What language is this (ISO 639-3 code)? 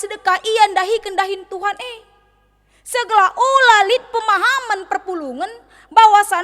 btx